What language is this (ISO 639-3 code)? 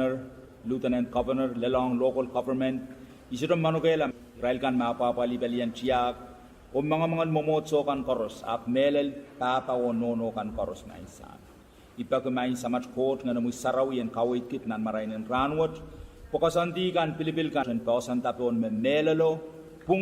pon